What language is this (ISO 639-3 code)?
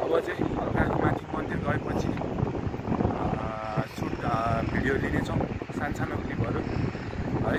nep